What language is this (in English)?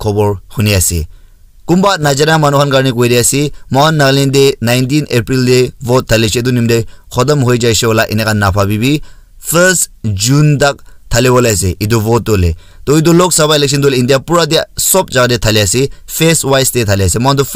Naga Pidgin